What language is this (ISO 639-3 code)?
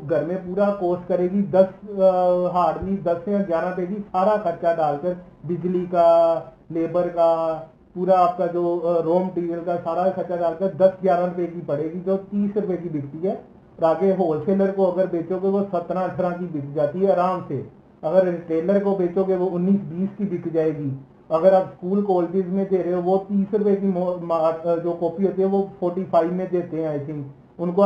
hin